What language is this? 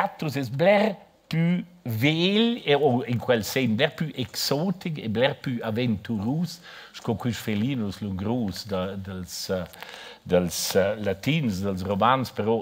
Romansh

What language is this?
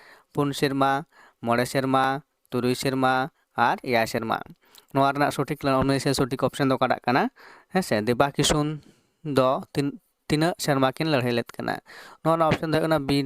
Santali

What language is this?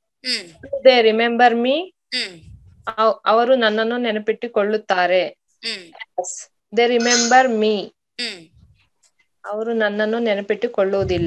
Kannada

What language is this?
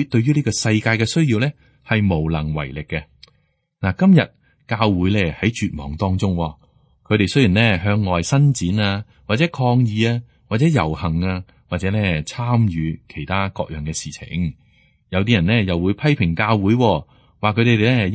Cantonese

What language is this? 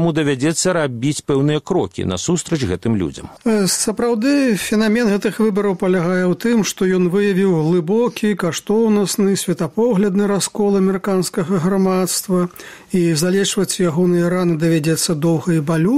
Belarusian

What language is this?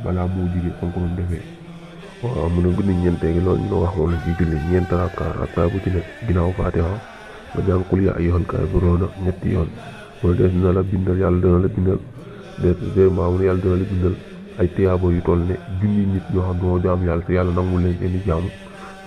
Wolof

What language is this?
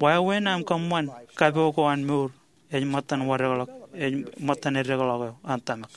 Marshallese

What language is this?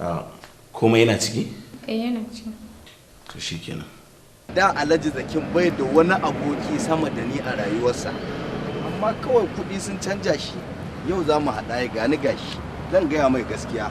Hausa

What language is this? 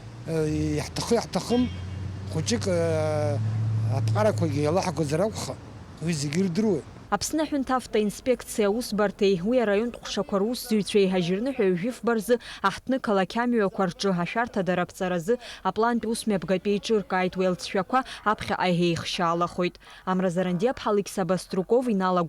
Abkhazian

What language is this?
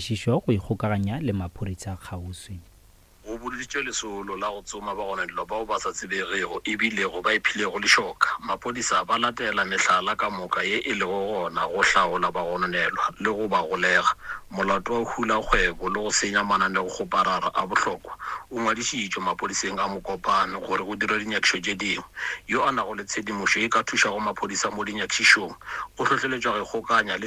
Northern Sotho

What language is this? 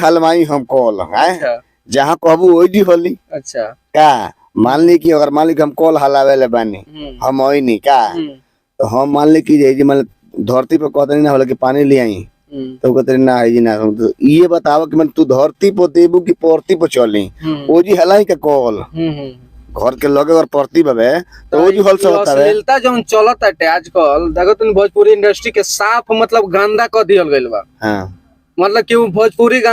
Bhojpuri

